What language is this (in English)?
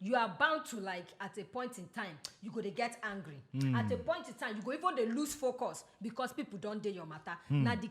Nigerian Pidgin